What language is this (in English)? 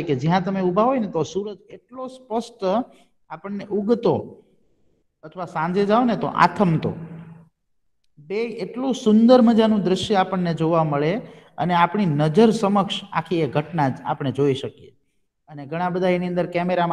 Gujarati